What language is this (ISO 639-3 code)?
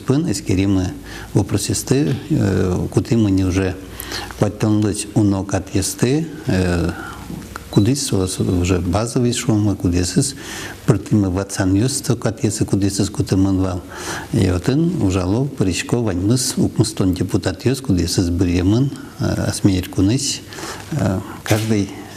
udm